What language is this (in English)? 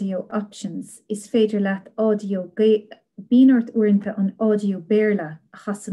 Irish